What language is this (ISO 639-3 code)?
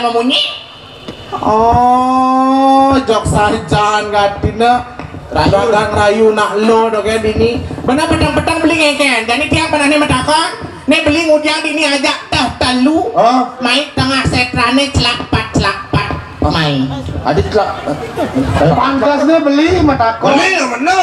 ban